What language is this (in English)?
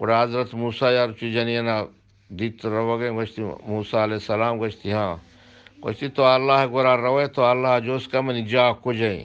Eastern Balochi